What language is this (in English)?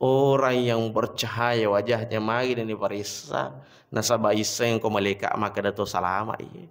Buginese